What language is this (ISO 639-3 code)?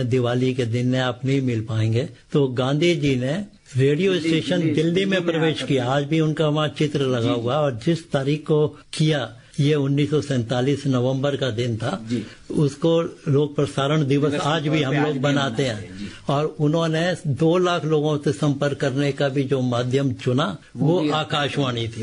hin